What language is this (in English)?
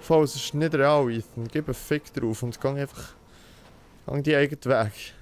Swiss German